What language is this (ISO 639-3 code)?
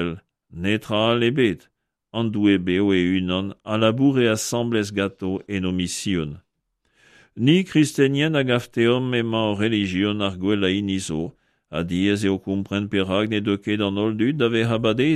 bre